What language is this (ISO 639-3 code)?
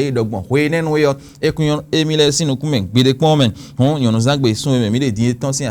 fon